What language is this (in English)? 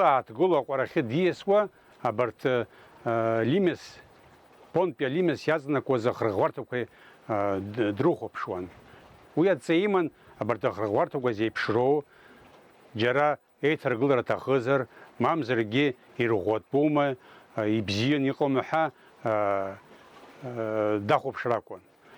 Abkhazian